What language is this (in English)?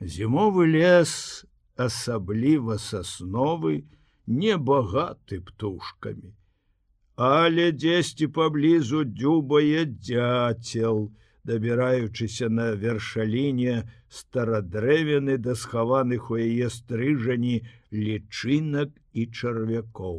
Belarusian